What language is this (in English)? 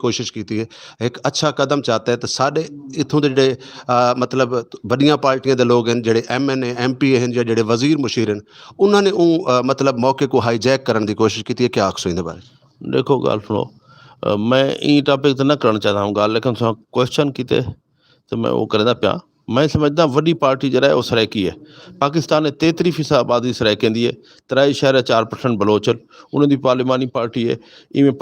Saraiki